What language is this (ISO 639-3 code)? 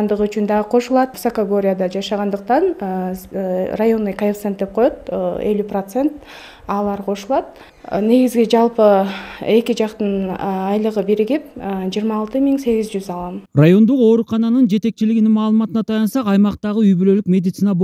kir